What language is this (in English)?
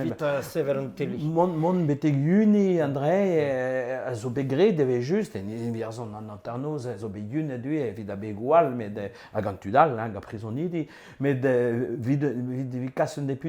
Breton